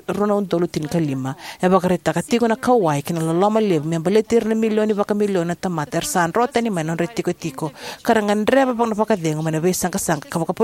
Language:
Fijian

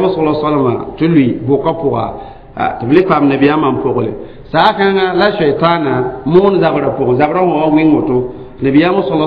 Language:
Mossi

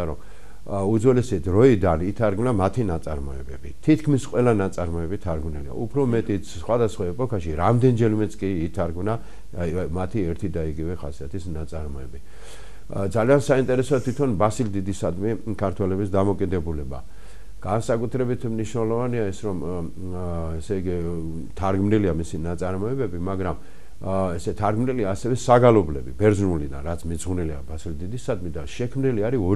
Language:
Georgian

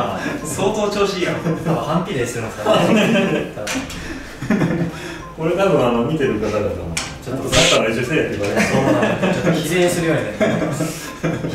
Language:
Japanese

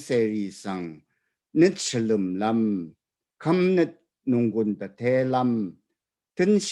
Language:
Rawang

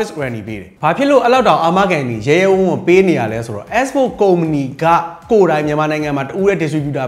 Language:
Burmese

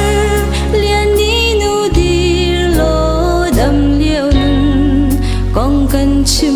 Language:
Hakha Chin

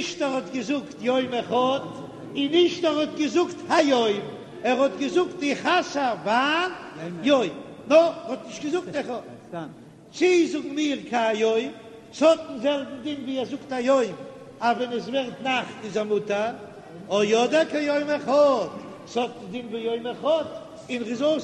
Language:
Yiddish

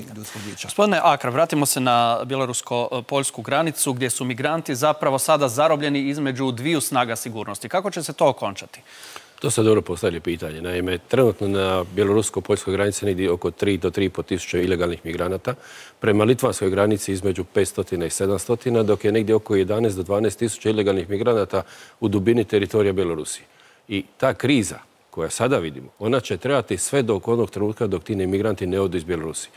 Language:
Croatian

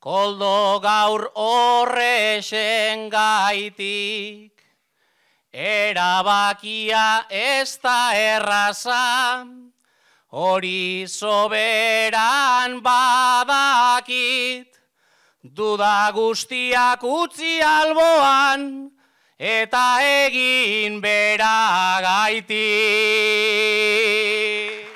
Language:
Basque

